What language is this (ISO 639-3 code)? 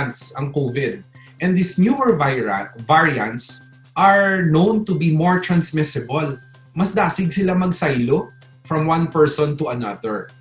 hil